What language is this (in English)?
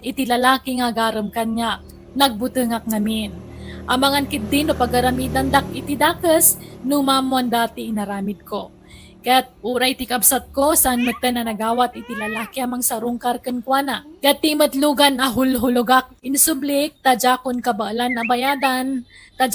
Iloko